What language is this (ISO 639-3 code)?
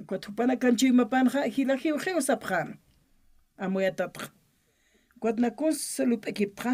aym